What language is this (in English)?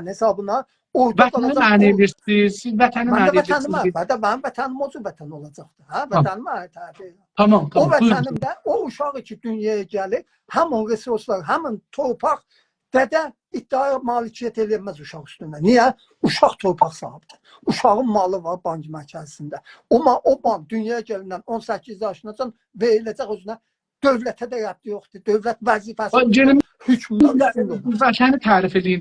South Azerbaijani